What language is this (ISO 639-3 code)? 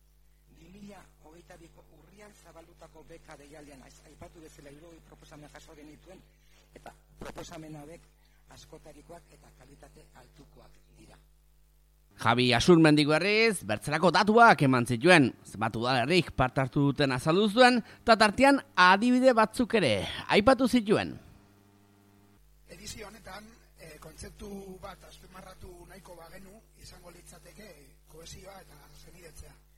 eus